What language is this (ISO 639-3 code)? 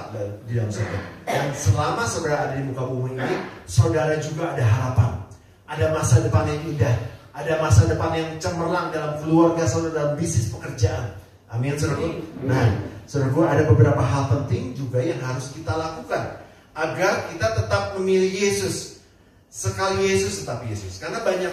ind